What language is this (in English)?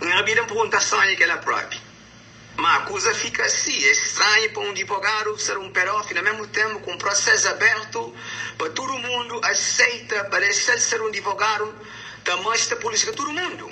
Kabuverdianu